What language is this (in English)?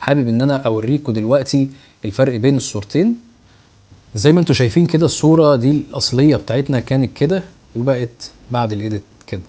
Egyptian Arabic